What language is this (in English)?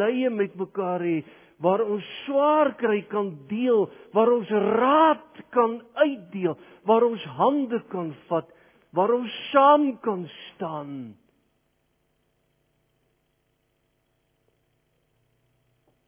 Afrikaans